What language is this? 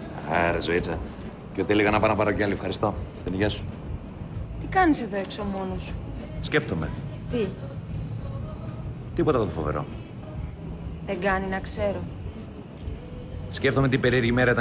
Greek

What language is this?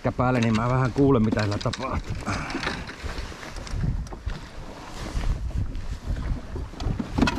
Finnish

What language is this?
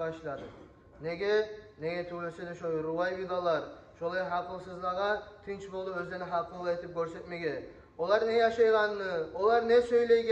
Kumyk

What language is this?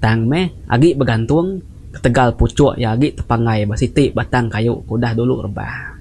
Iban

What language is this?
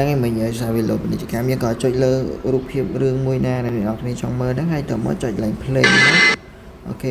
Khmer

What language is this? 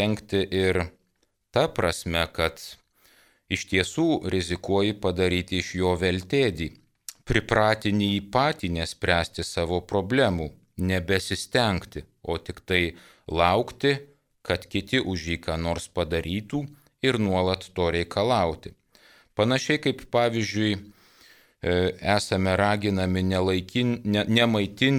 Lithuanian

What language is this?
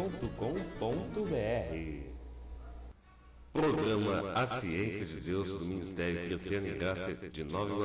Portuguese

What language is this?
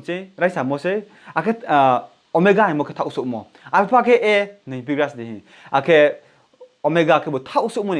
Riang (India)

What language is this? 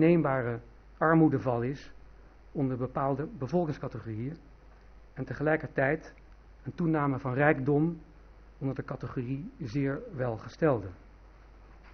Dutch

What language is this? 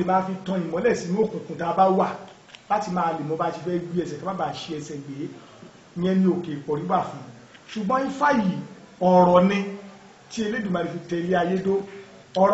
Yoruba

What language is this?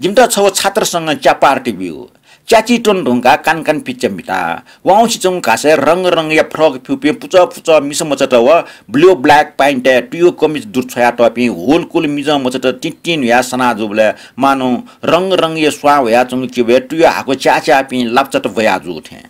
Newari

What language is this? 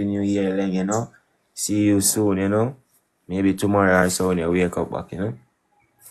Jamaican Creole English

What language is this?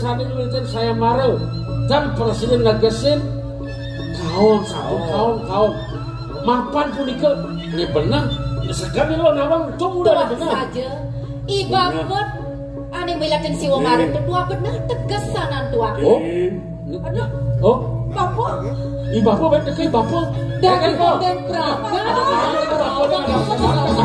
Balinese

